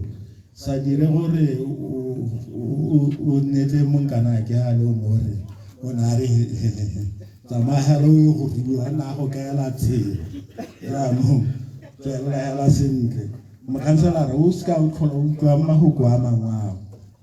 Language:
Tswana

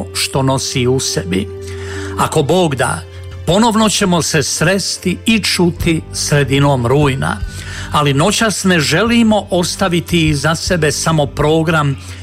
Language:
Croatian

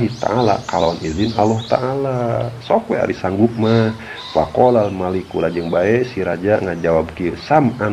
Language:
Sundanese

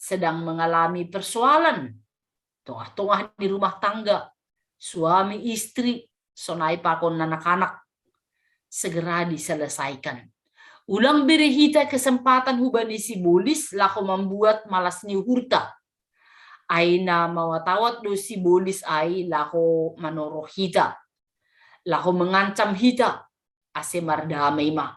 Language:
Batak Simalungun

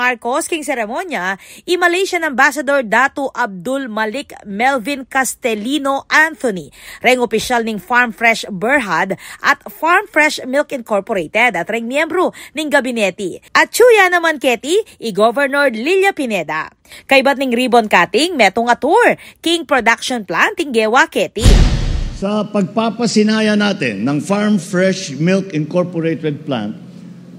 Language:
Pampanga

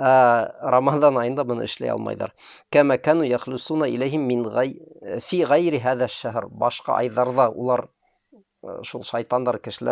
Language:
Bashkir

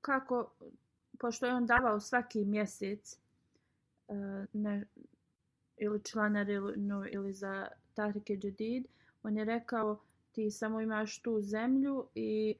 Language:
Bosnian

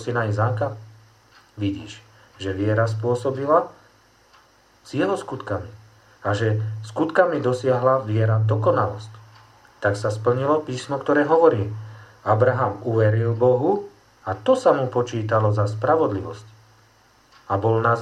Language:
Slovak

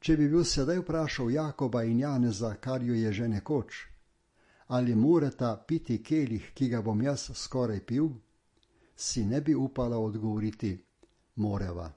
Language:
Slovenian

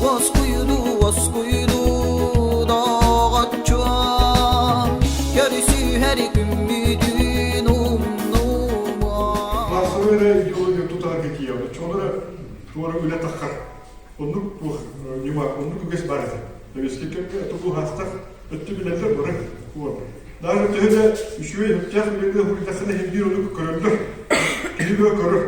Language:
Yakut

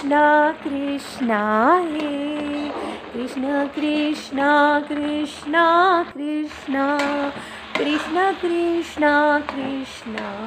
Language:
Sanskrit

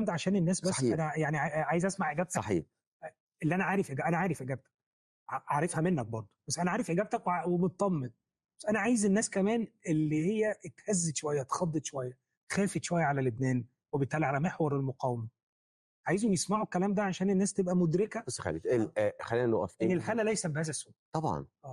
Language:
Egyptian Arabic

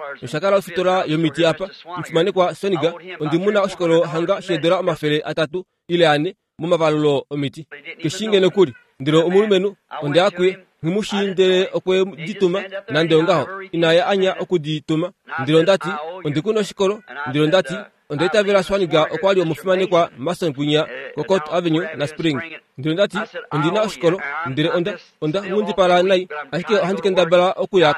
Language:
Kuanyama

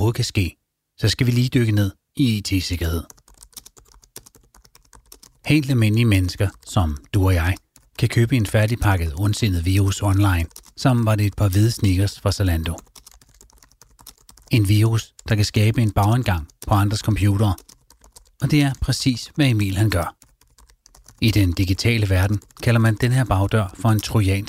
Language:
Danish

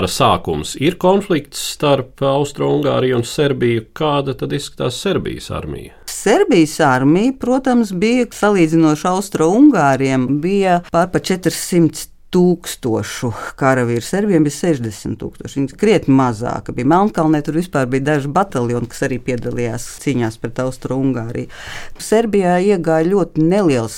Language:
Latvian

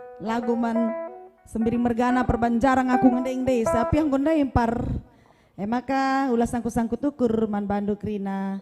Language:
Batak Karo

